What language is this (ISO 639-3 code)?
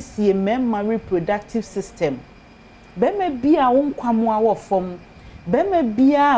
aka